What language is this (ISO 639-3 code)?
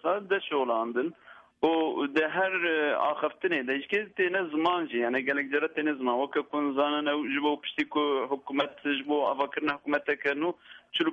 kur